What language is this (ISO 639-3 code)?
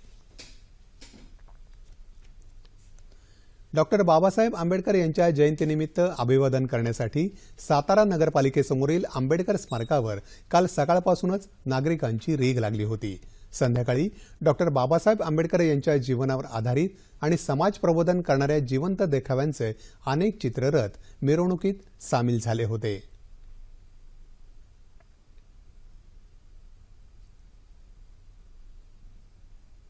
mar